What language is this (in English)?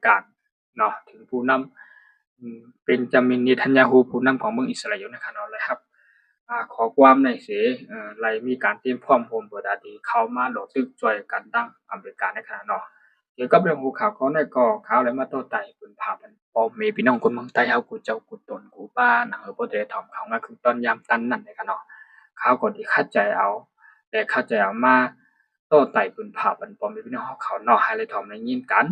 Shan